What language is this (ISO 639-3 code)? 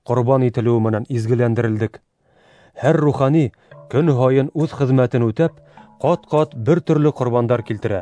bak